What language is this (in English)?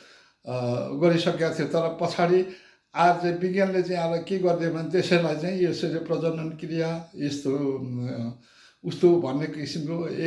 Nepali